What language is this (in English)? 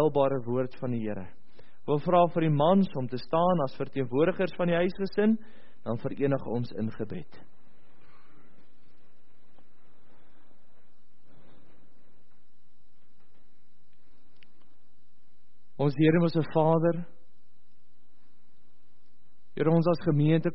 Afrikaans